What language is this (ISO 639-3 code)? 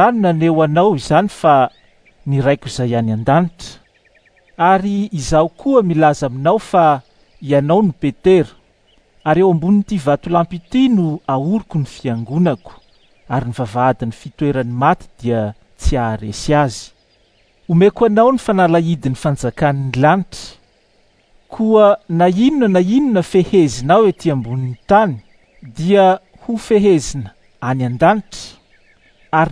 mlg